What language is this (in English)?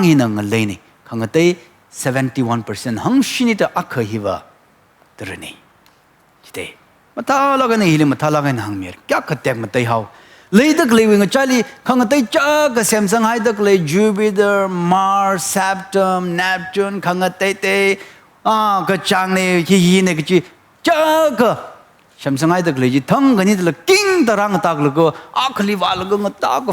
Tangkhul Naga (India)